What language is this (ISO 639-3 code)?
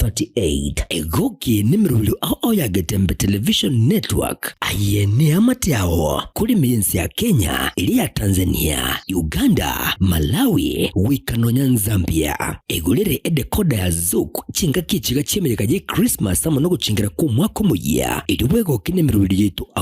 guz